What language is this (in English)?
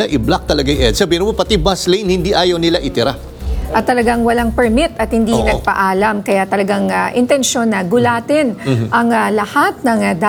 Filipino